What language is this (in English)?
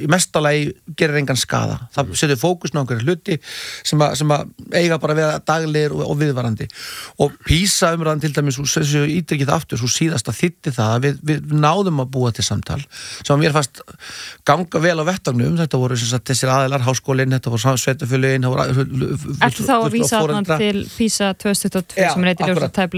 Icelandic